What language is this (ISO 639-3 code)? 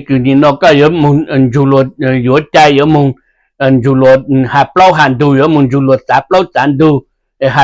hmn